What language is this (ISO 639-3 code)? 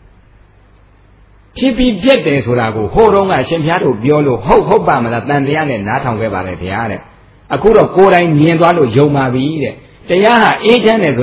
mya